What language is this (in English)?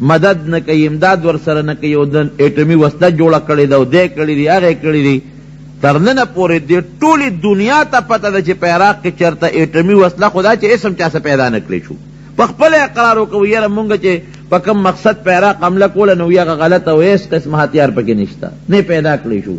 Pashto